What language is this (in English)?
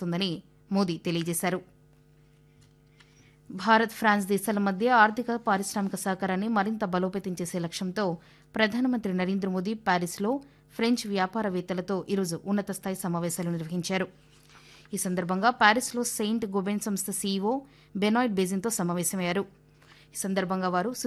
Telugu